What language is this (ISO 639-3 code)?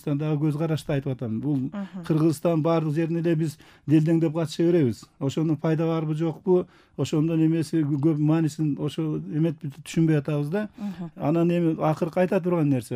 kir